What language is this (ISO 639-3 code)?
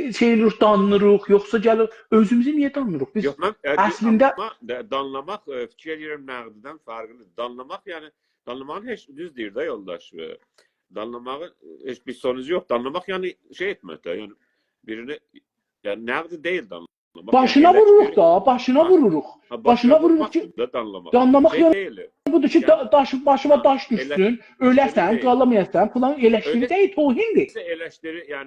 azb